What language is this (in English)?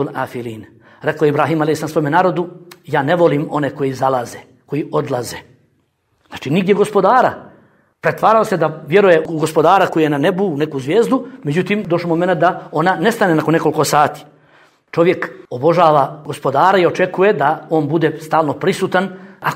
Bosnian